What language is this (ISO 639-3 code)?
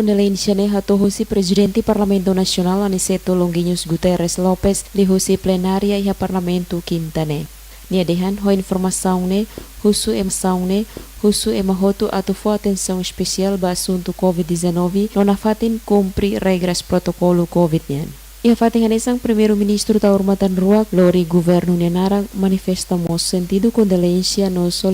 tet